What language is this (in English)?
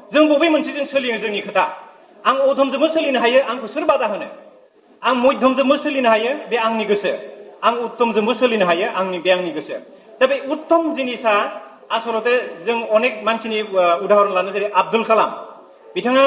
Bodo